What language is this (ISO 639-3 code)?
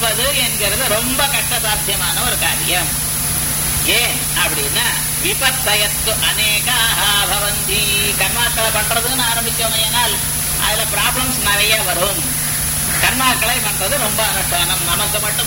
tam